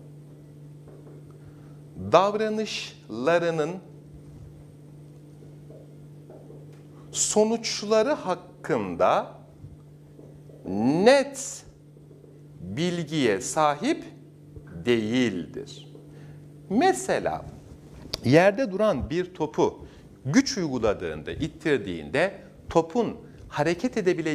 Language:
Turkish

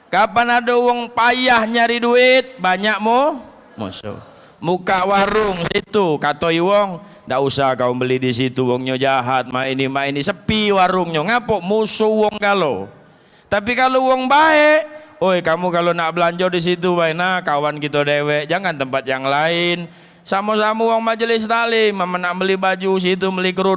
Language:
Musi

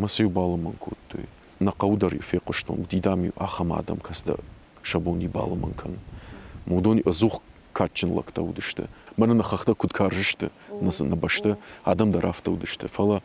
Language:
Ossetic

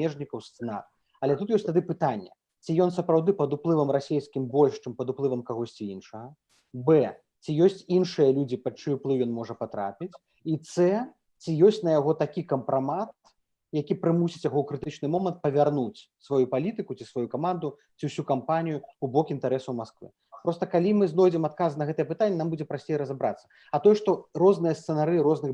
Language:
Belarusian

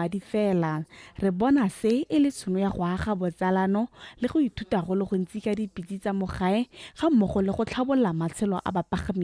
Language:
Tswana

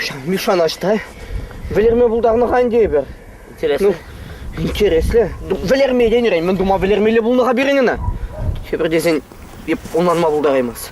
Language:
Chuvash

